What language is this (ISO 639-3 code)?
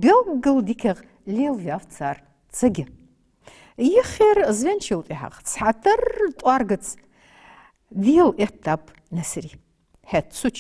inh